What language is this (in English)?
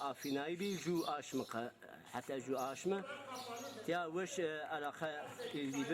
Zaza